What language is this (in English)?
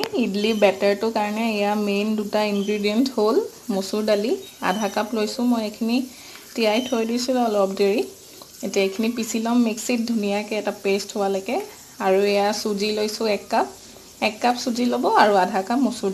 Assamese